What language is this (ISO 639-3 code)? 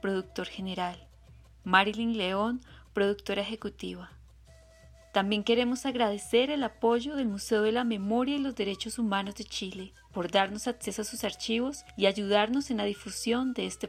spa